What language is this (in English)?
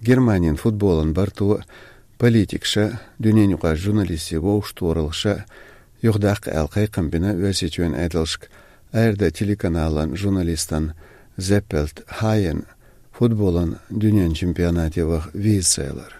Chechen